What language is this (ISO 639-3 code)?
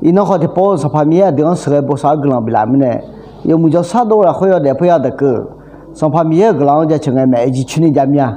ahk